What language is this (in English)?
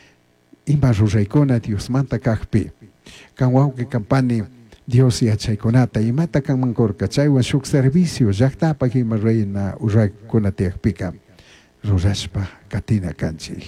Chimborazo Highland Quichua